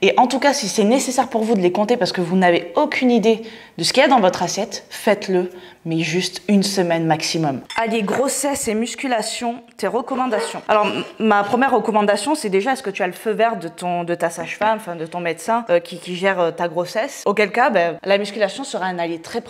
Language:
French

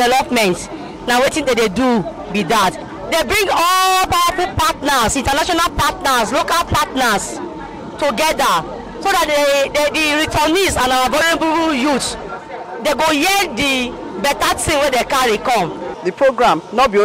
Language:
Nigerian Pidgin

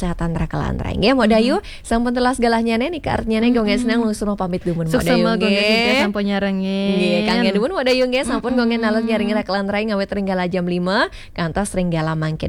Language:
Balinese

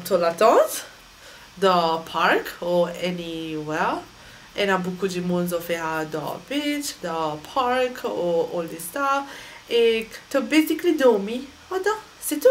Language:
Morisyen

